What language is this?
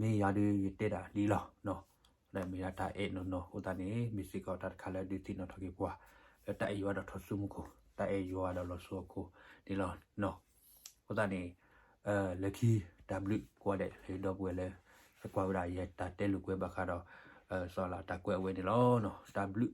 S'gaw Karen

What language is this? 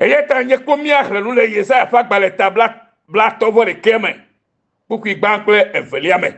Ewe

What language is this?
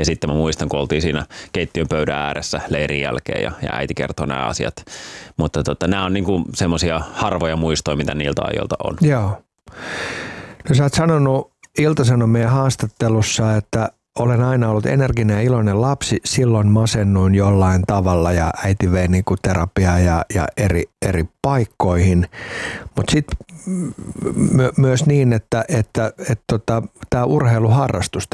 Finnish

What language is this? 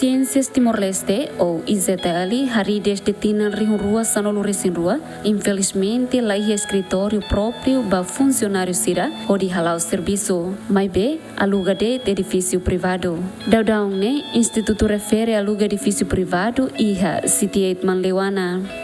Tetum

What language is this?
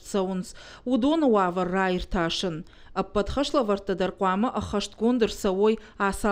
Ossetic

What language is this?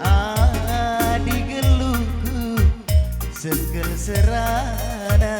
Batak Karo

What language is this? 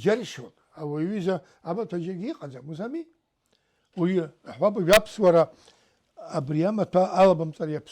Abkhazian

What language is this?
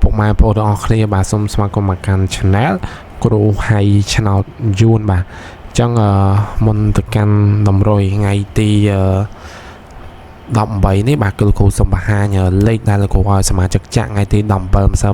Khmer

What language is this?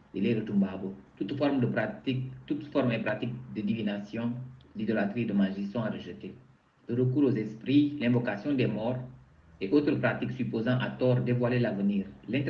Mankanya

